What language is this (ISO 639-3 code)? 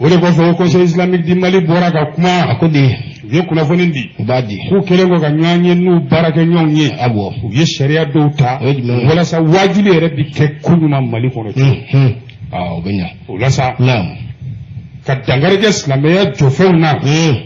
bam